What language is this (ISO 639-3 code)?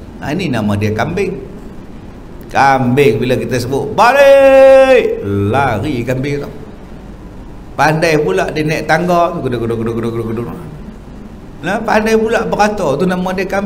msa